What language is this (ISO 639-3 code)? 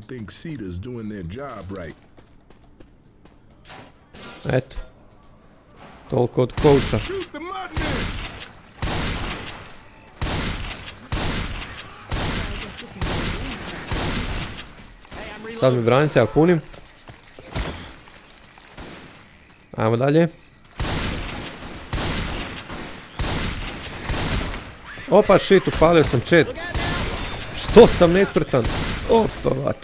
hrv